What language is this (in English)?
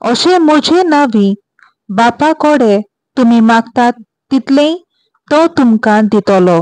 Konkani